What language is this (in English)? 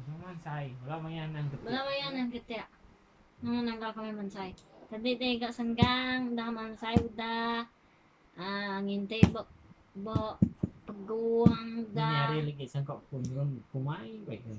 Iban